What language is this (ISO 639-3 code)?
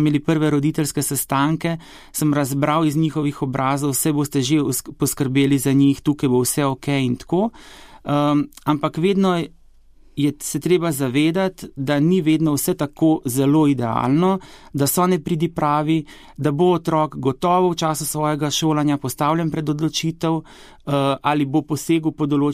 slv